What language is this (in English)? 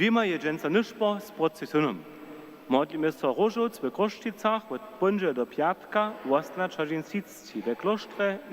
Upper Sorbian